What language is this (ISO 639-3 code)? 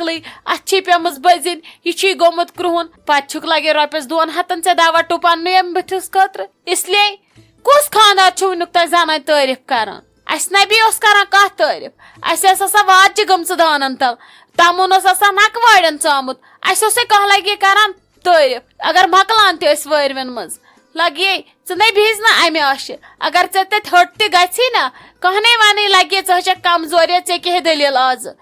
kas